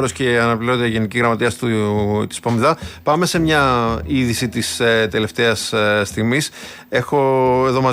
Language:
Greek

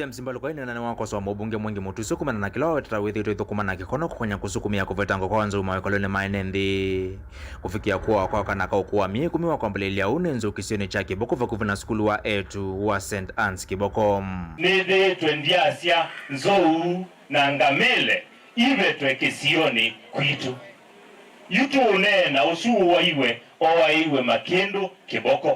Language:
Kamba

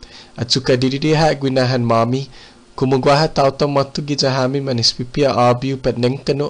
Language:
Chamorro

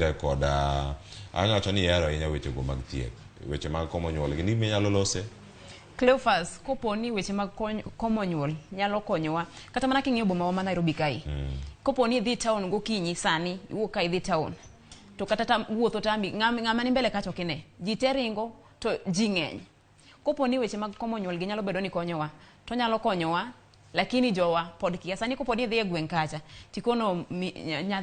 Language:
Luo (Kenya and Tanzania)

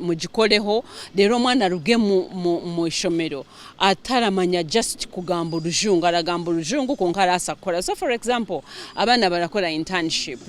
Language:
Nyankole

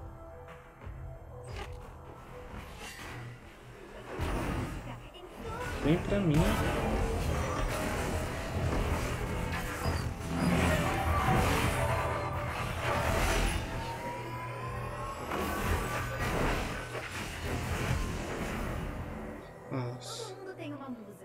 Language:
Portuguese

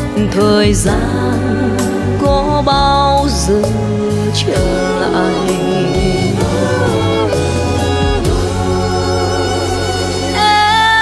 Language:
Vietnamese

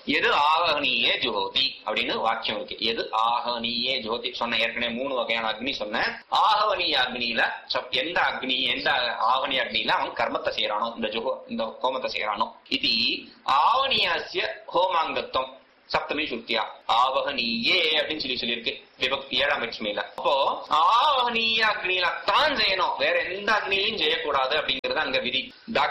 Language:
Tamil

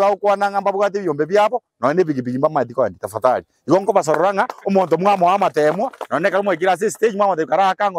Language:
Gusii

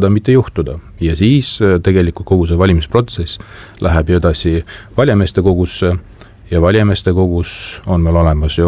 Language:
Estonian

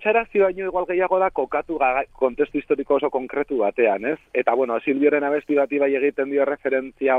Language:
Basque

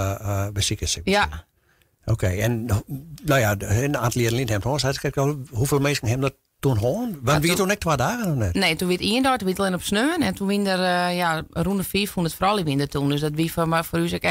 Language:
Western Frisian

